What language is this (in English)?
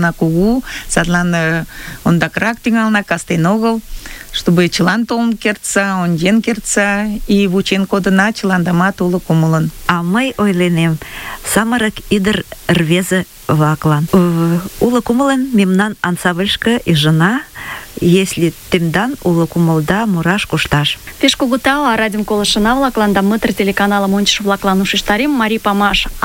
Mari